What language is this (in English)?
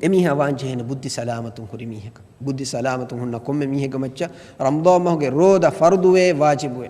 Divehi